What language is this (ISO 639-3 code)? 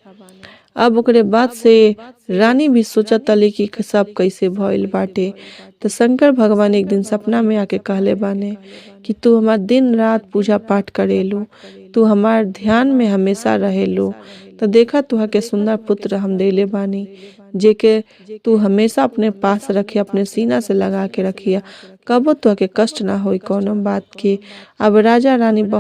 bho